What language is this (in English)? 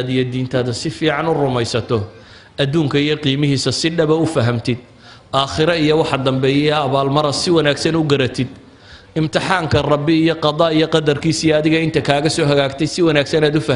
Somali